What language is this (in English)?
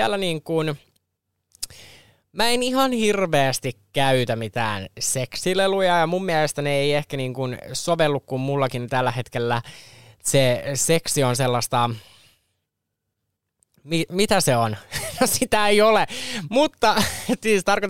Finnish